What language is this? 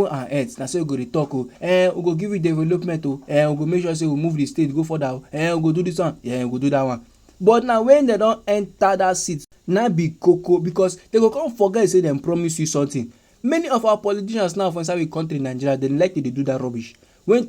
Nigerian Pidgin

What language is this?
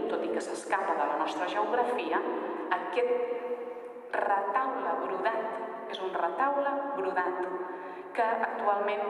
Catalan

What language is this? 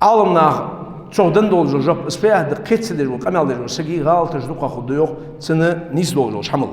Ingush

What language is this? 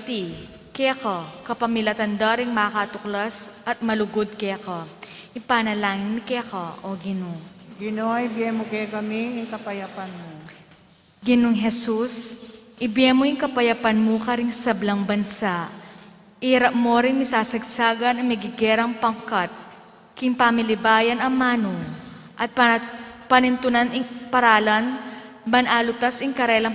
Pampanga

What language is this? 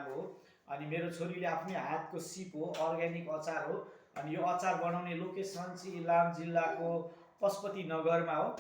Nepali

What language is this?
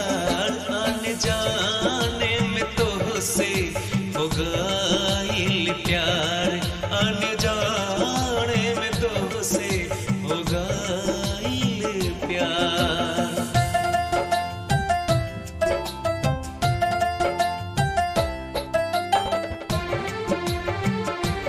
Bhojpuri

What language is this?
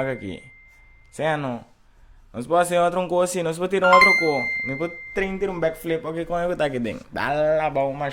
Papiamento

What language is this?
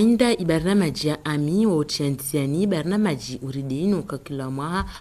Ngazidja Comorian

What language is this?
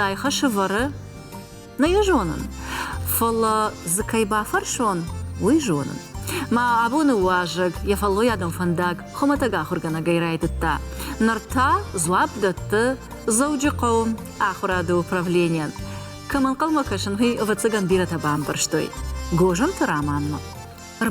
Ossetic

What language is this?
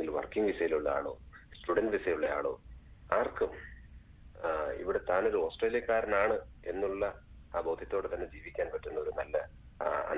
Malayalam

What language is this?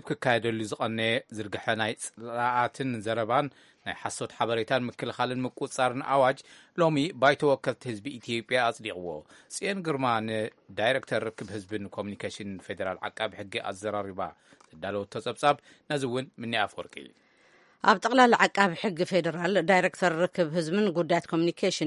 Tigrinya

